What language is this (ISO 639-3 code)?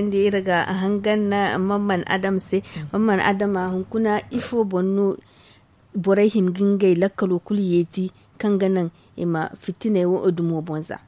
dje